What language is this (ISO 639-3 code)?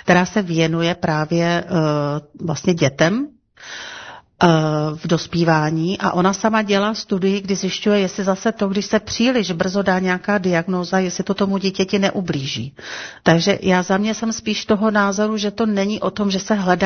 ces